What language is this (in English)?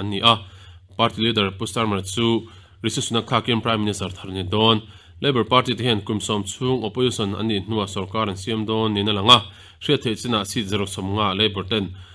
Mizo